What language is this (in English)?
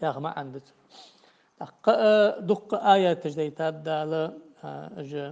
Ingush